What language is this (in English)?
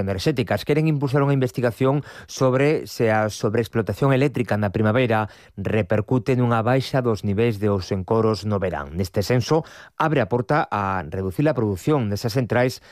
Galician